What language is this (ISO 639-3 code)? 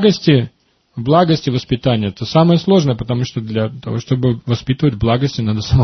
rus